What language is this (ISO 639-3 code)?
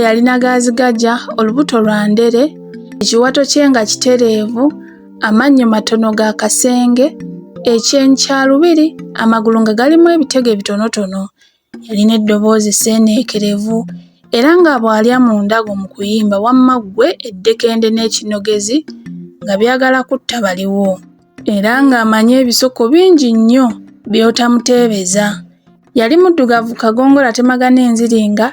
lug